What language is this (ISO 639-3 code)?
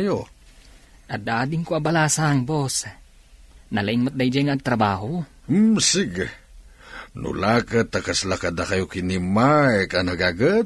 ilo